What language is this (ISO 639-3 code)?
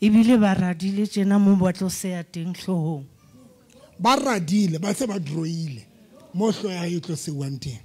sot